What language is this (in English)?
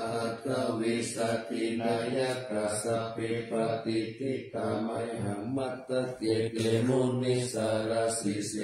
Pali